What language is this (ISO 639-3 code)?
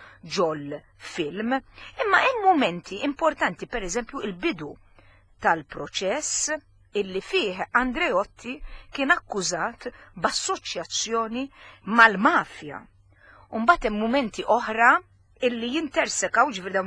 mlt